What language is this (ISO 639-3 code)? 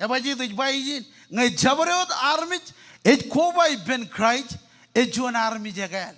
mah